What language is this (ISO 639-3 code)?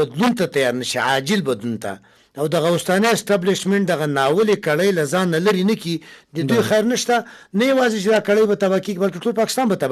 pus